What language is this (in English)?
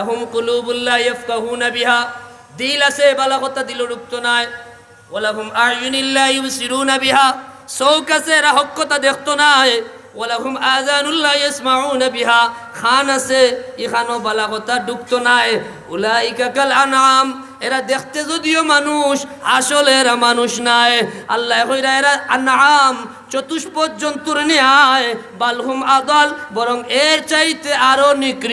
Sylheti